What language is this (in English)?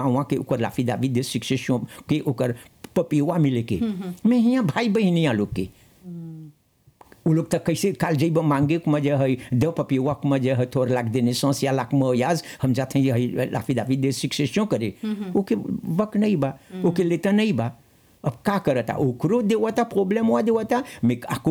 Bhojpuri